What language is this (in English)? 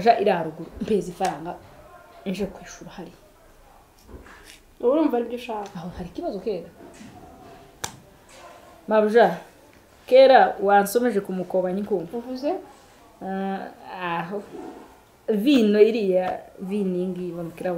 Kinyarwanda